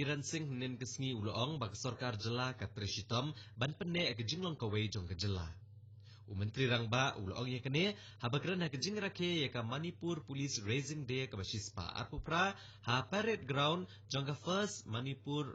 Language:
Khasi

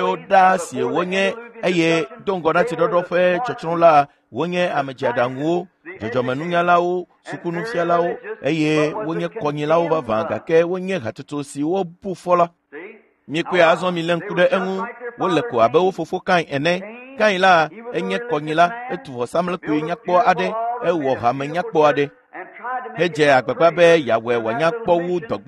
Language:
Ewe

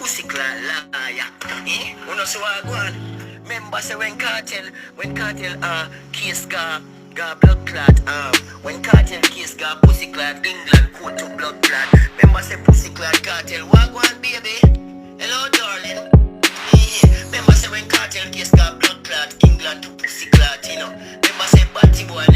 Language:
Jamaican Creole English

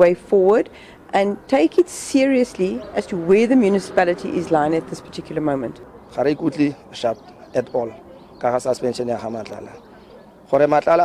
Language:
Northern Sotho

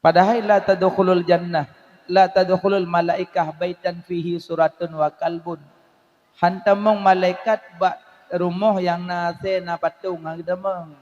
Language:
Achinese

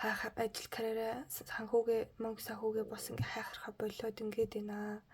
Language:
Mongolian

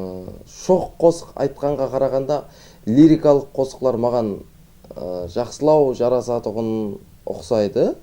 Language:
Kara-Kalpak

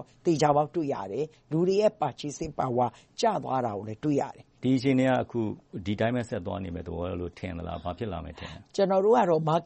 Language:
Burmese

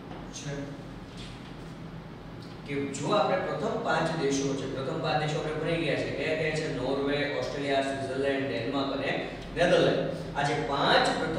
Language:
Gujarati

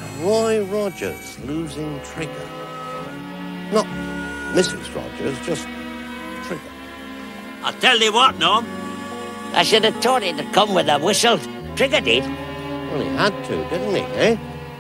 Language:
English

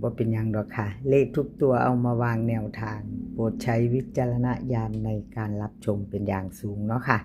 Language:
Lao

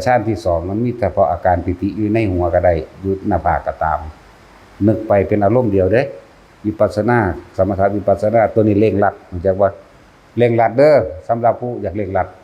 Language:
Northeastern Thai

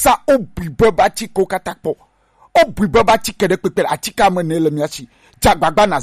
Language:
Gen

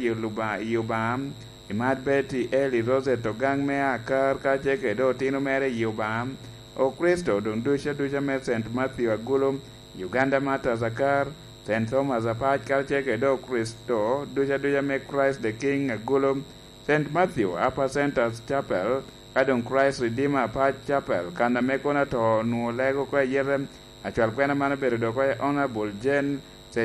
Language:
Lango (Uganda)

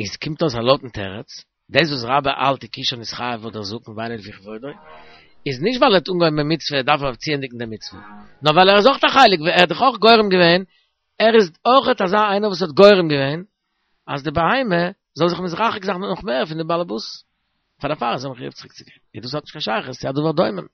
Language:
Yiddish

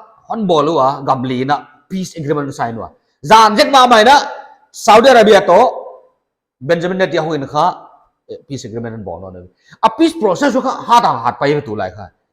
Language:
Paite Chin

